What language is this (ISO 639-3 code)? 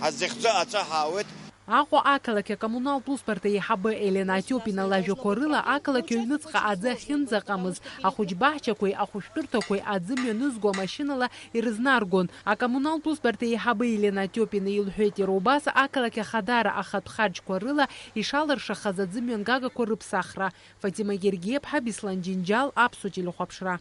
abk